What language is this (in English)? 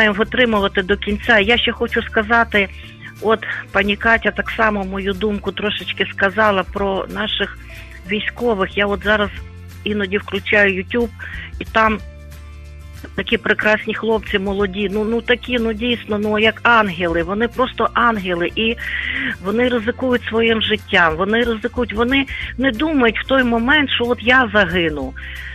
Ukrainian